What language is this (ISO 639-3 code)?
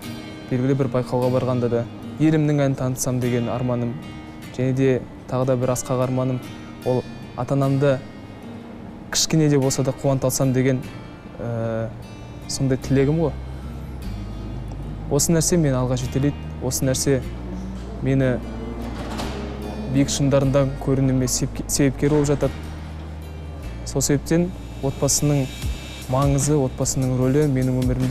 kaz